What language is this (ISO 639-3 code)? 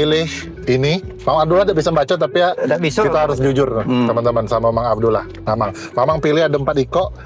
mui